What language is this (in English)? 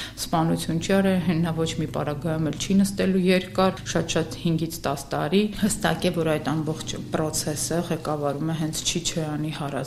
Armenian